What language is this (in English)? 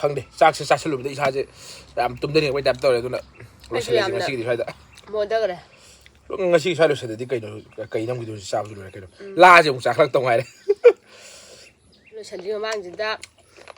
Manipuri